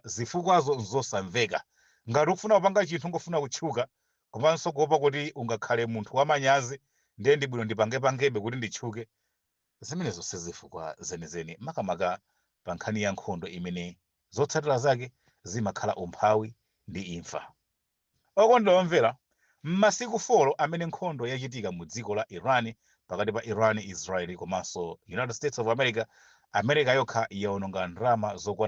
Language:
Nyanja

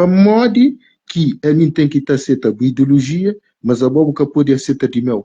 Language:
Kabuverdianu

